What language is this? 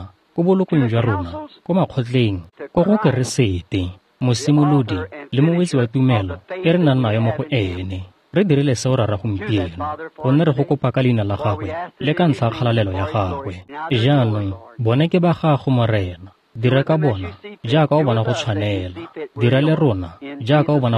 Tswana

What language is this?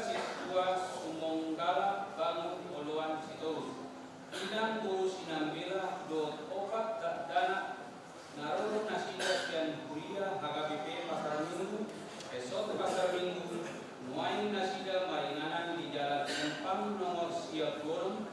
Batak Toba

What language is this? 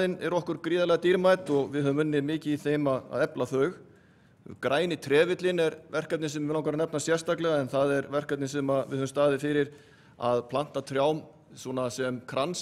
Icelandic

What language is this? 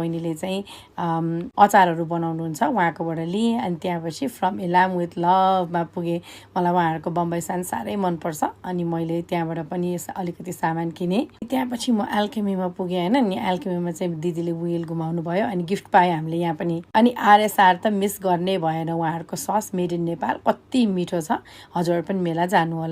Nepali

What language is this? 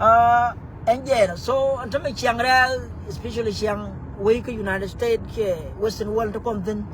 Nuer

